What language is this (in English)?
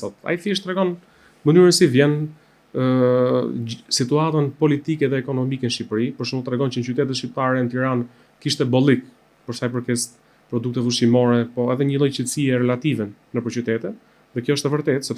Albanian